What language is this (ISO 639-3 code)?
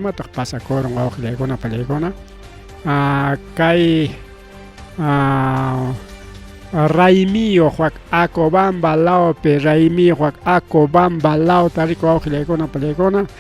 quy